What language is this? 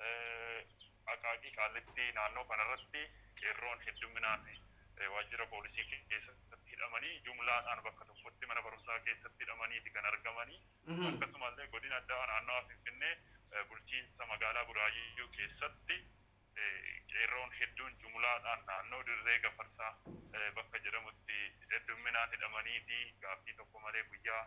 Oromo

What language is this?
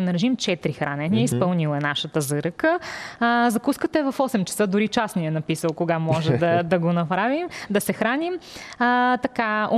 Bulgarian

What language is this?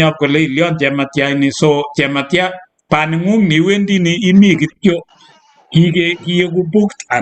Kalenjin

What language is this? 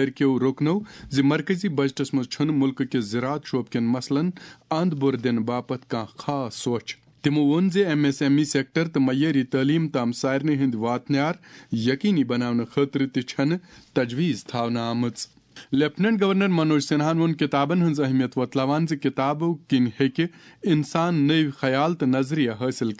Kashmiri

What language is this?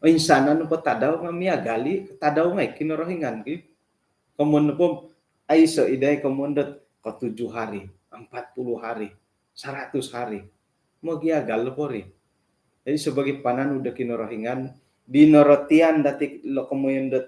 Central Dusun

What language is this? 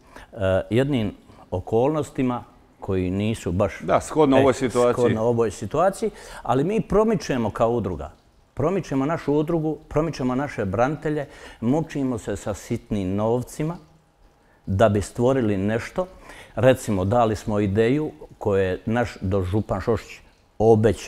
Croatian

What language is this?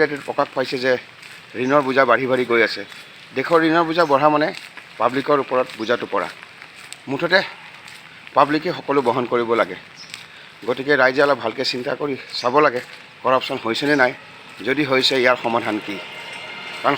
Assamese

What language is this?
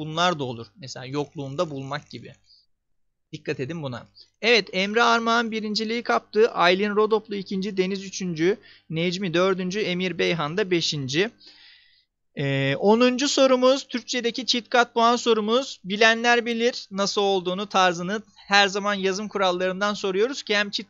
Turkish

